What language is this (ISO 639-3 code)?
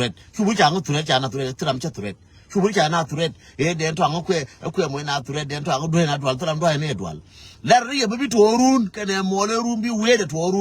nus